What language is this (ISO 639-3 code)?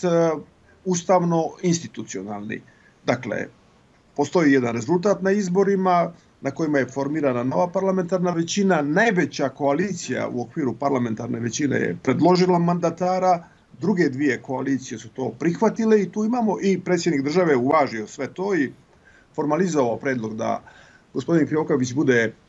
srp